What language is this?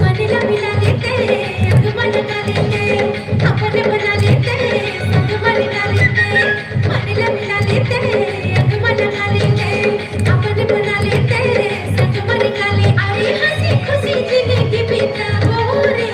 Chhattisgarhi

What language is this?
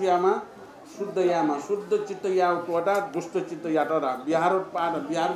Newari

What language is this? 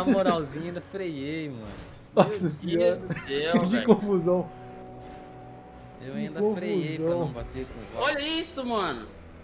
Portuguese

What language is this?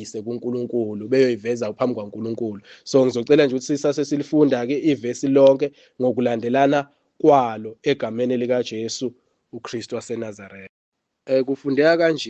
Zulu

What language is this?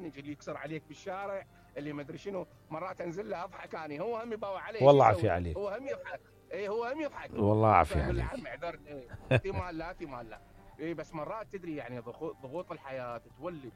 Mesopotamian Arabic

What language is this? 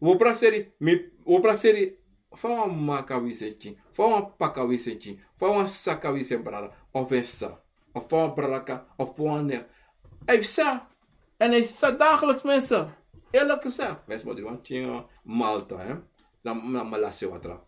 Sranan Tongo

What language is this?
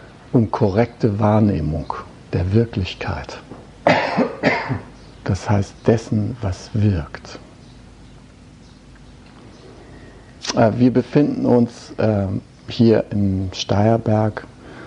German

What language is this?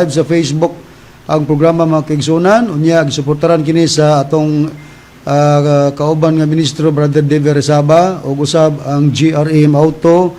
Cebuano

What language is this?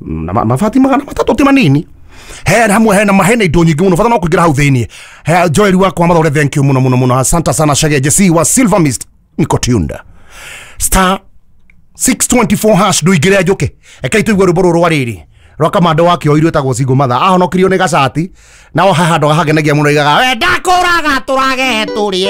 Kikuyu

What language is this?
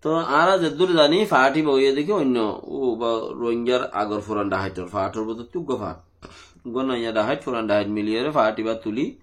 Rohingya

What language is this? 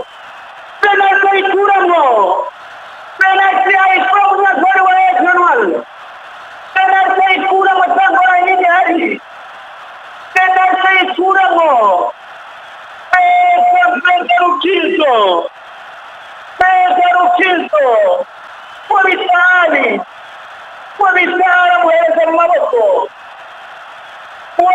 Rundi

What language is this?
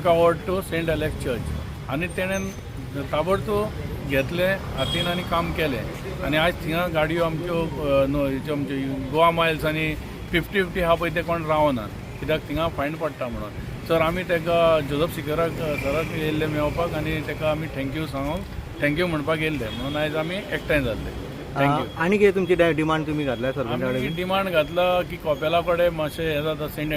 Konkani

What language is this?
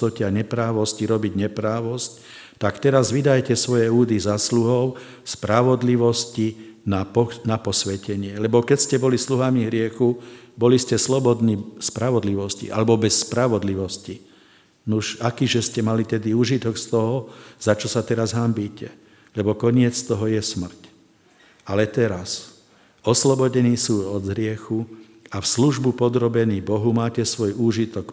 Slovak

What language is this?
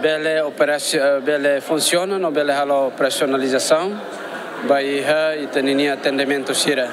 Tetum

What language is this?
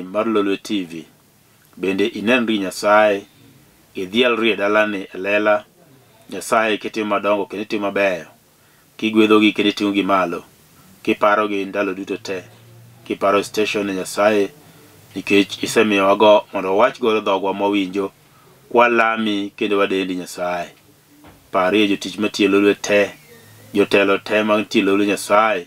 Luo (Kenya and Tanzania)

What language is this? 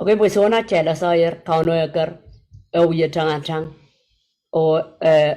Pohnpeian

